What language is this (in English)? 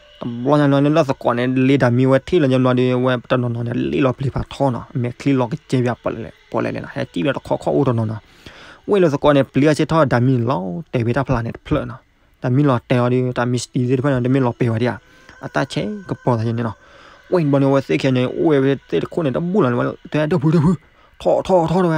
S'gaw Karen